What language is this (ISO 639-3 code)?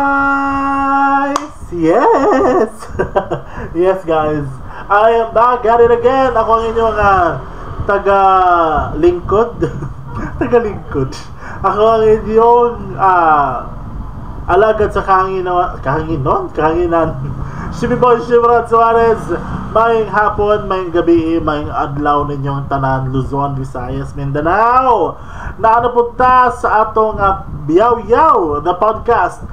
ceb